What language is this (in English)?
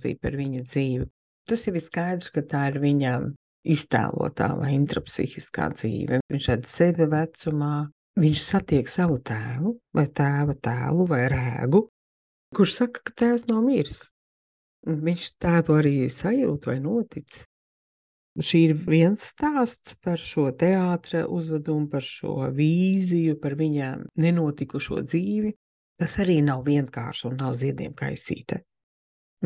Latvian